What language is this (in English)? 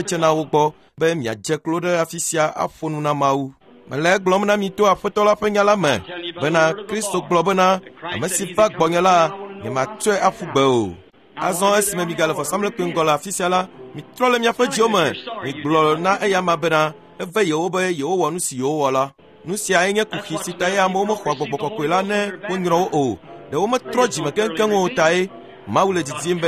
Ewe